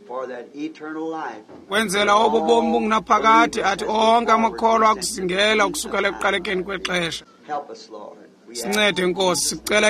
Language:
Xhosa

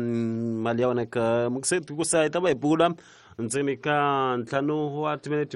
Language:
Tsonga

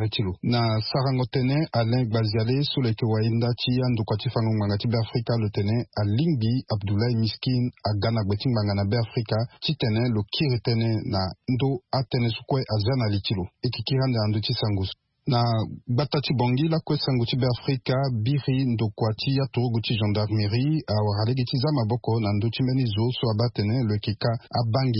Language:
Sango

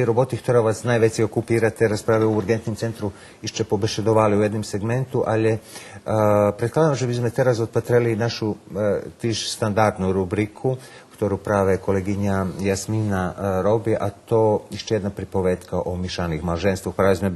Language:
Rusyn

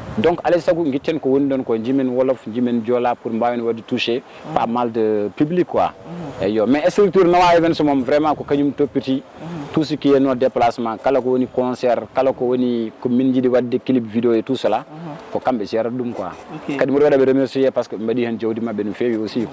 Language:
Fula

